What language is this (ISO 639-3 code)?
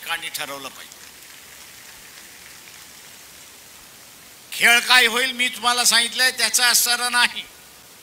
mar